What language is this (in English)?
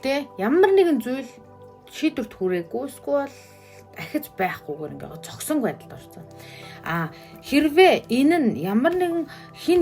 Mongolian